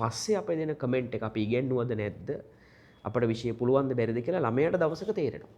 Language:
Sinhala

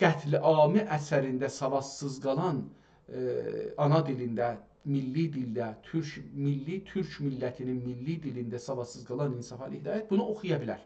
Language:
South Azerbaijani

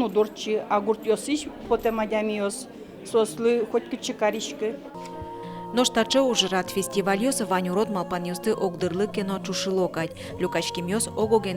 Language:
Udmurt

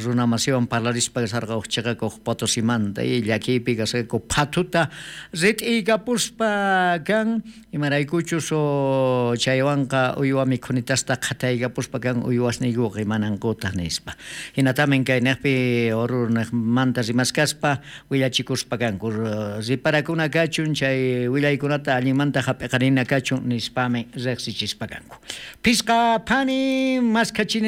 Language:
South Bolivian Quechua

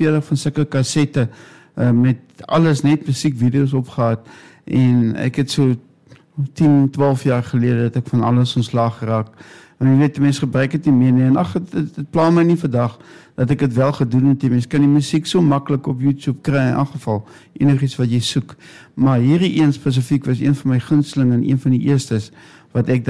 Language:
Afrikaans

